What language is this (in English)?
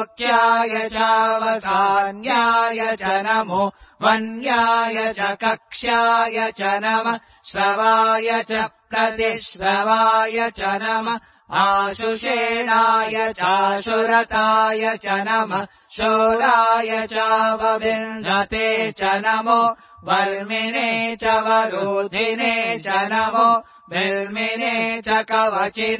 Sanskrit